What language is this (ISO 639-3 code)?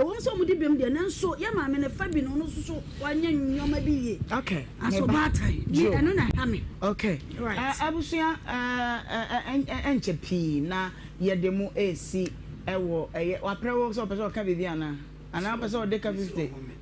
aka